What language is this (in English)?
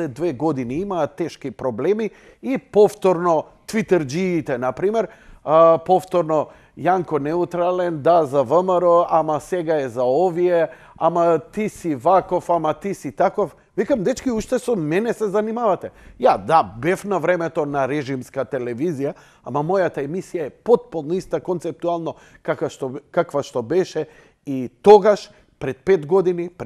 Macedonian